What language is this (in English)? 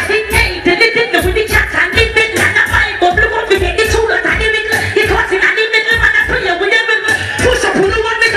Jamaican Creole English